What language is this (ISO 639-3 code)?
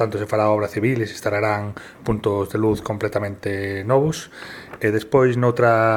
glg